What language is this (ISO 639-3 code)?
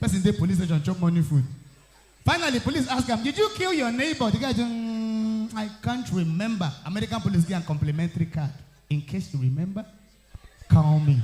pcm